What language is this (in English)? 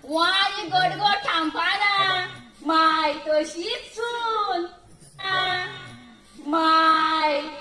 Konkani